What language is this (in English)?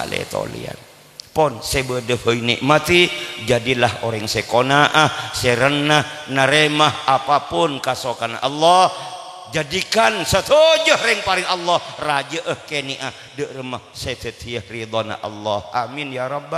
Madurese